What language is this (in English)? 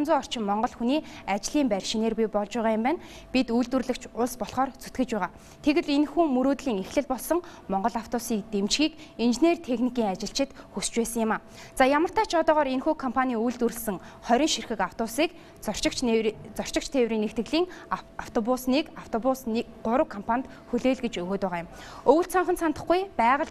Mongolian